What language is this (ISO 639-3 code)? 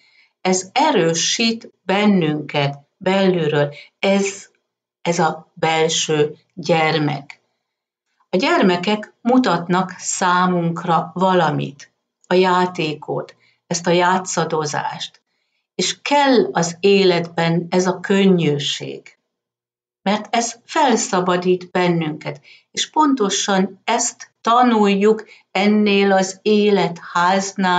hun